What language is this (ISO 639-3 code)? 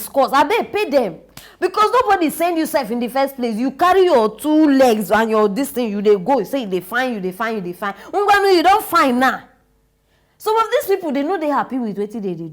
pcm